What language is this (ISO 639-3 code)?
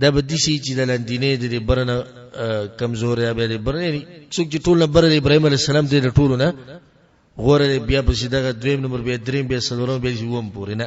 pus